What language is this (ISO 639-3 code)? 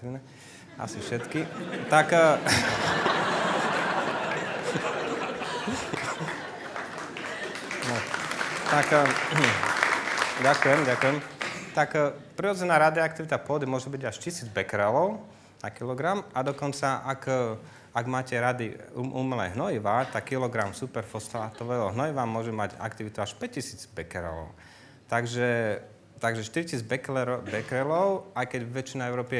slk